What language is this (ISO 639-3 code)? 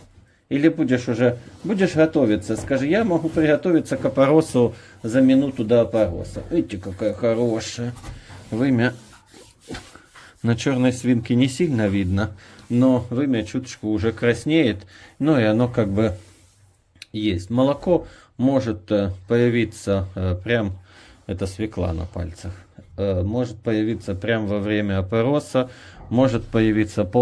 rus